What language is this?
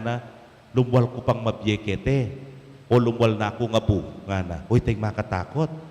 Pampanga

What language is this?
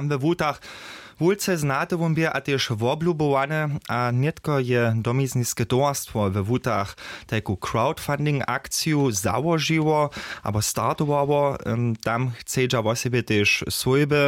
Upper Sorbian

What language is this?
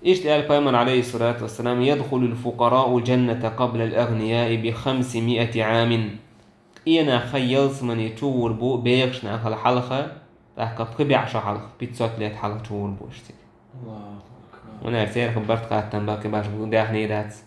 Chechen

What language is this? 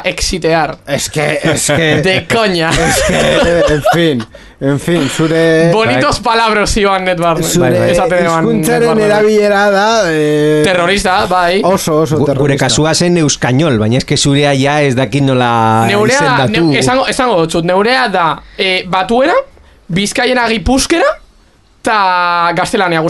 Basque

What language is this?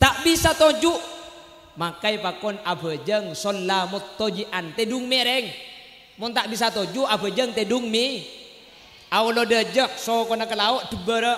Madurese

